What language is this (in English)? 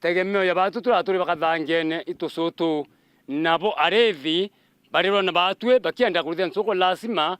Meru